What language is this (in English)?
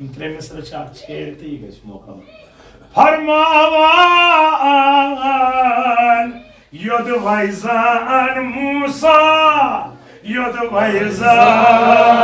Kashmiri